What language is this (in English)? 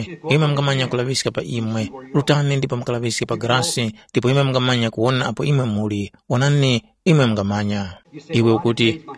Tumbuka